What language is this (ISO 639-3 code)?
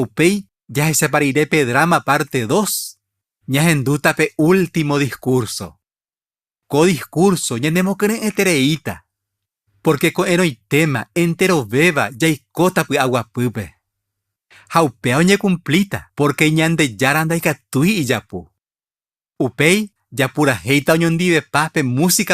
grn